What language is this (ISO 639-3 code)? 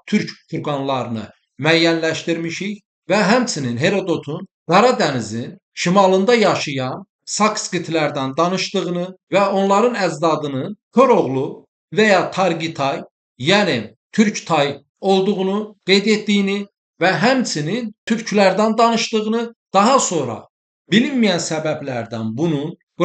aze